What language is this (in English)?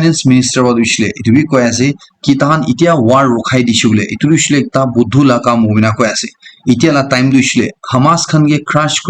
Naga Pidgin